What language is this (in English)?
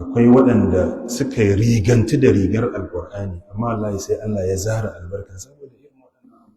Hausa